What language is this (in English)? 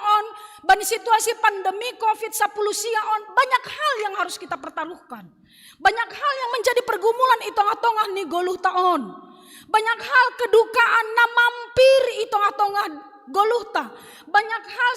Batak Simalungun